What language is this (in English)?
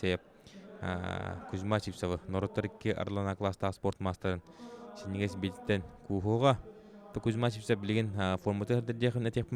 Yakut